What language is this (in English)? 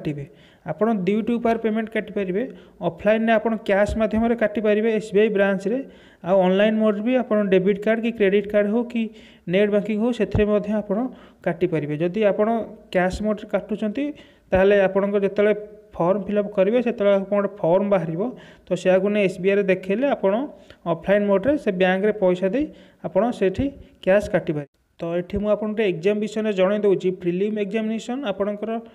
Odia